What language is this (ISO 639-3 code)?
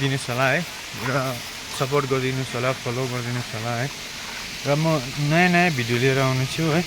nep